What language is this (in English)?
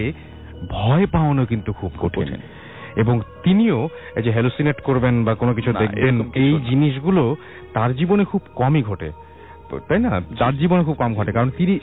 Bangla